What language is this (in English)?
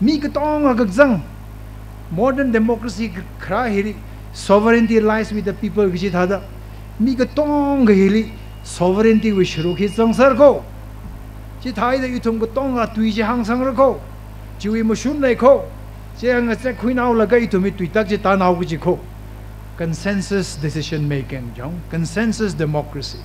Tangkhul Naga (India)